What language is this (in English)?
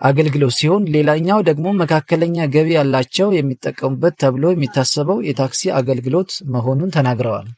Amharic